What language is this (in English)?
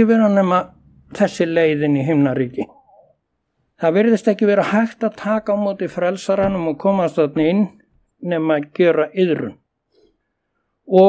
Icelandic